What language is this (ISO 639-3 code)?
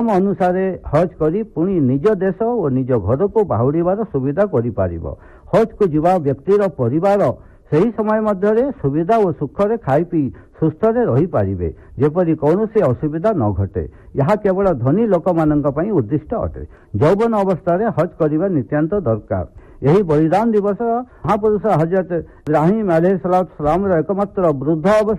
ori